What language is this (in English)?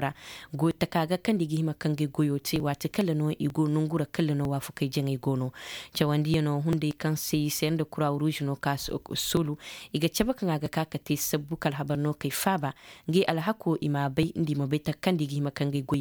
Zarma